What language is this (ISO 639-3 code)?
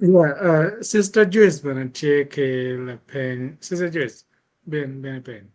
ach